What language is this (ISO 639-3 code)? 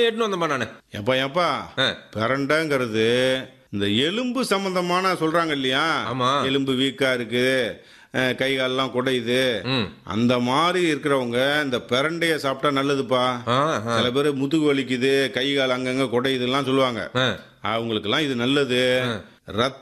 tam